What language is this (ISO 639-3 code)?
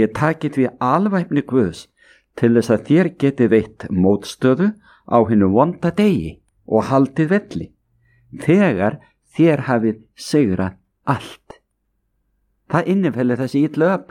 isl